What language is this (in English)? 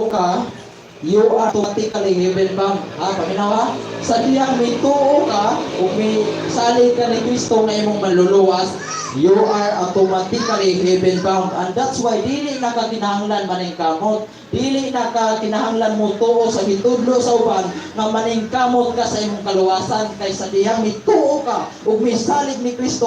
Cebuano